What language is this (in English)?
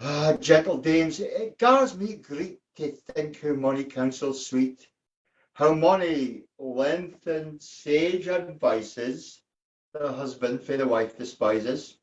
Scots